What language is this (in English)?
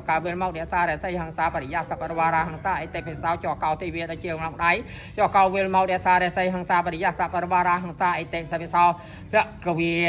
Khmer